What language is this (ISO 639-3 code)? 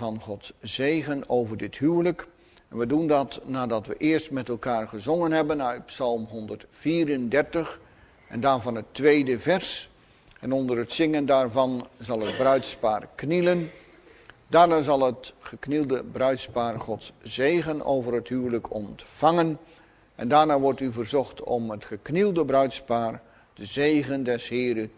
nld